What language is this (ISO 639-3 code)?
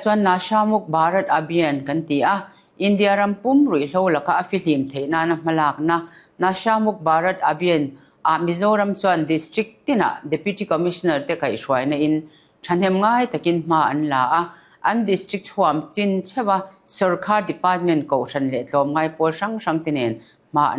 lus